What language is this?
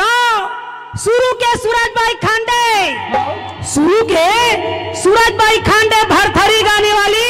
Chhattisgarhi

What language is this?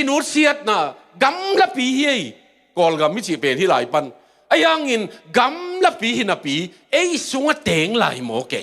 Tedim Chin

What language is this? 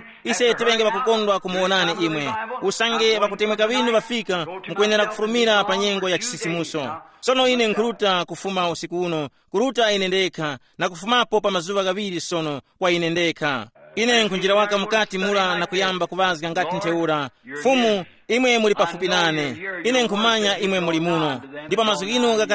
Tumbuka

